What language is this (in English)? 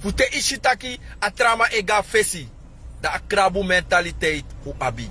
Sranan Tongo